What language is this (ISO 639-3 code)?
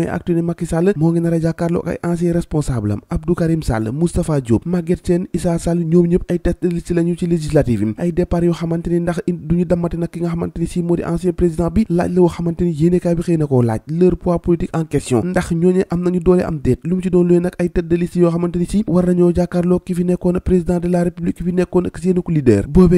wol